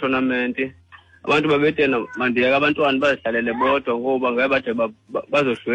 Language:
Xhosa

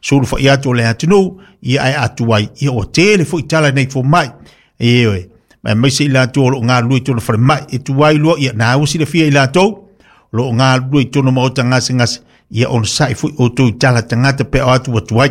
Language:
Samoan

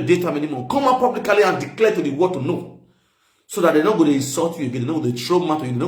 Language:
Nigerian Pidgin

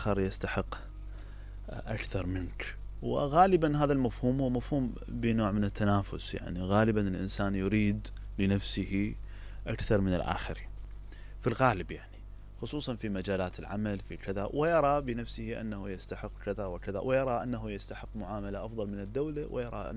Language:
Mesopotamian Arabic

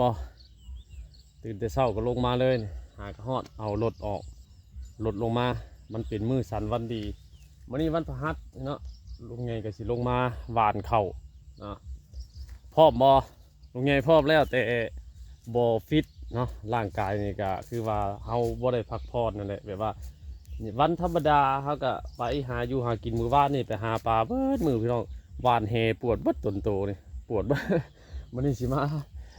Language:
Northeastern Thai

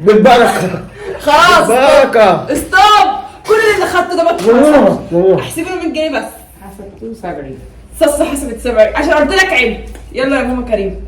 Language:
Egyptian Arabic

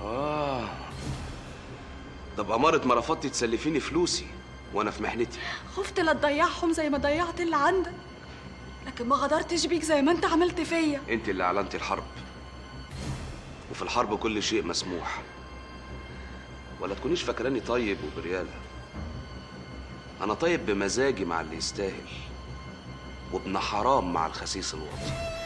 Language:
Egyptian Arabic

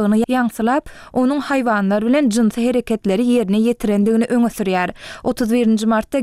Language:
Turkmen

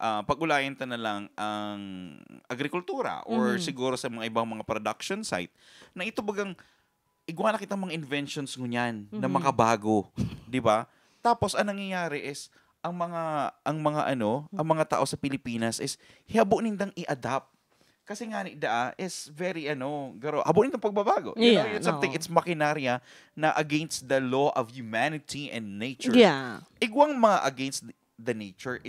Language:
Bikol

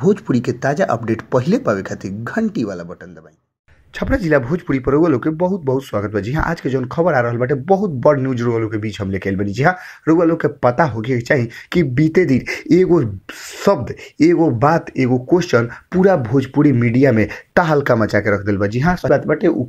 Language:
Bhojpuri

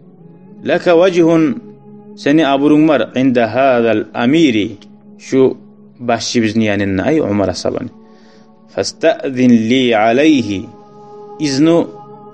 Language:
Kumyk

